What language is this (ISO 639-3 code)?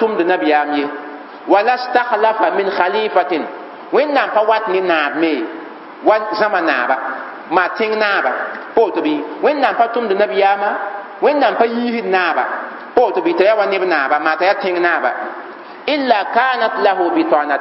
mos